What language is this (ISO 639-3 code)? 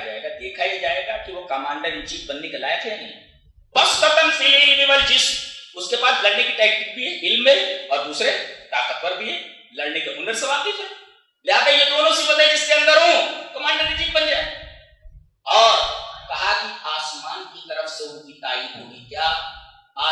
urd